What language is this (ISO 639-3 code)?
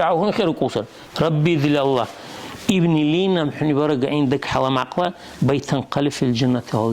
dar